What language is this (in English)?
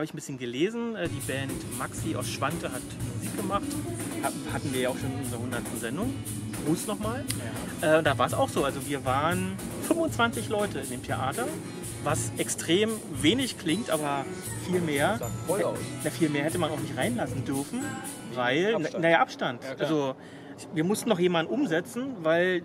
German